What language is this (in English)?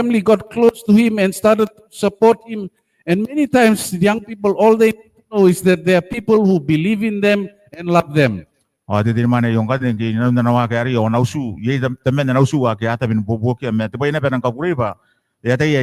Gilbertese